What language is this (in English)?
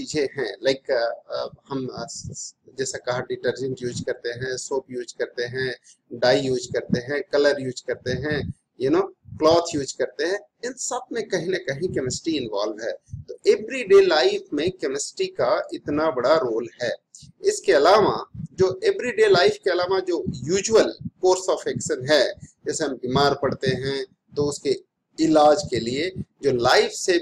Hindi